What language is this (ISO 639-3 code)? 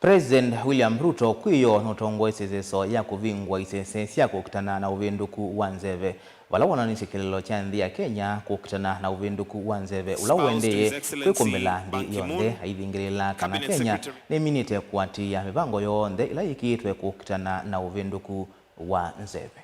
kam